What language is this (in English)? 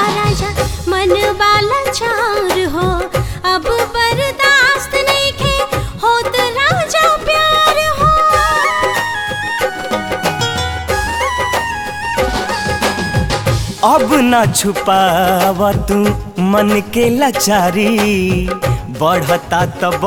Bhojpuri